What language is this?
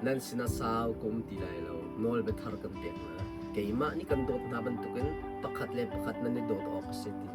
Hakha Chin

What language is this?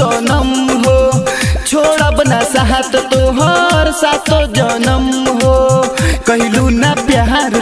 Bhojpuri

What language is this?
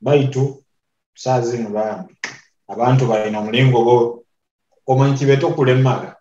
Nyoro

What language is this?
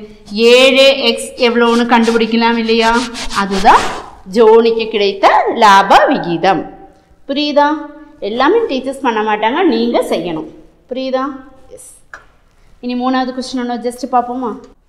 Tamil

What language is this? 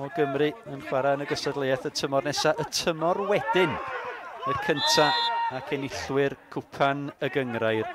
Welsh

